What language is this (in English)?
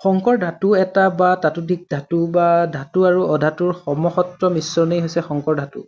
Assamese